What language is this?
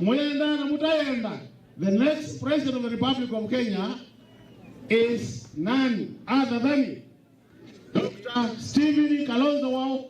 Kamba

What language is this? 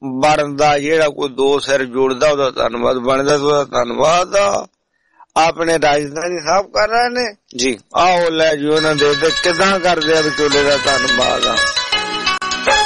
Punjabi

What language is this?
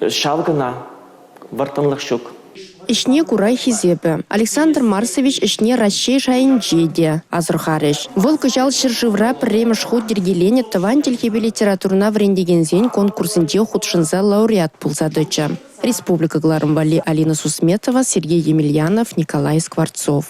Chuvash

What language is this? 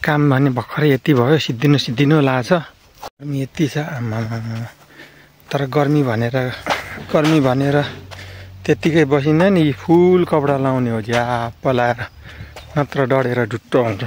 Nepali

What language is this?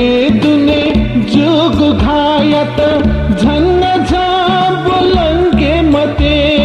Newari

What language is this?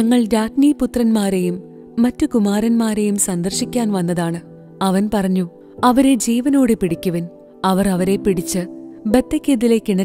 Malayalam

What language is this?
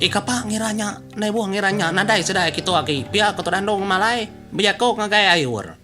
Iban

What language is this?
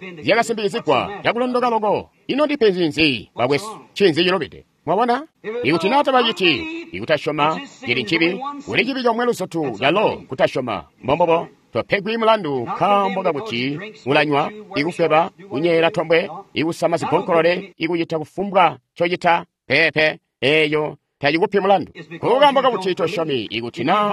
Tonga (Zambia)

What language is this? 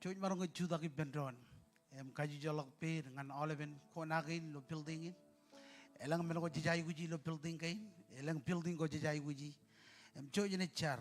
Marshallese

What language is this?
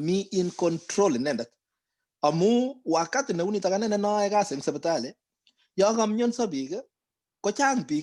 Kalenjin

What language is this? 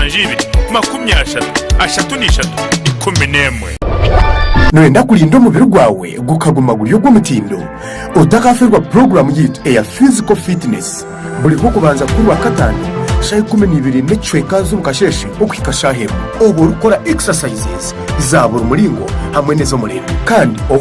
Nyankole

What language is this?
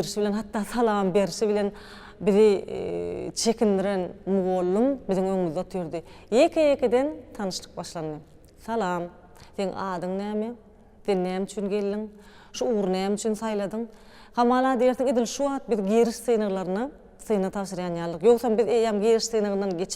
Turkmen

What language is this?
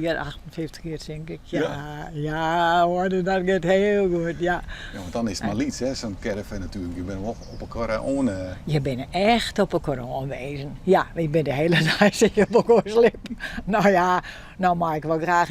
Western Frisian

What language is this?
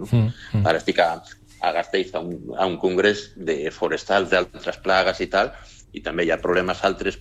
Catalan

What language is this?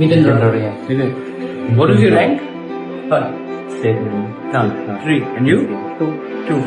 Kok Borok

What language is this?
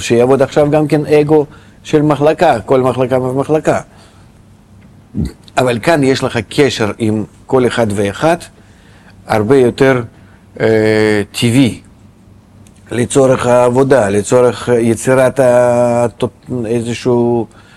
Hebrew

